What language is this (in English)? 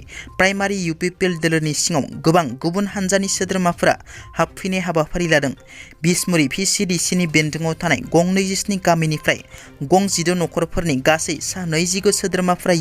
Bodo